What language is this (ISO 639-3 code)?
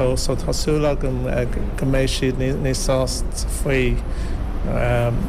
gle